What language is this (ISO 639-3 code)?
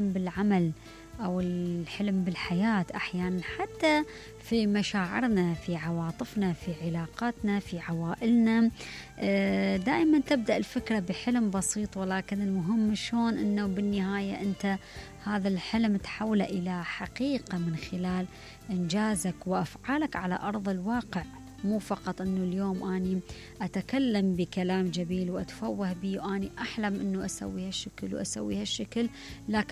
acm